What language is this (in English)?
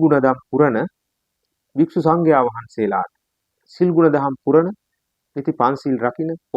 Sinhala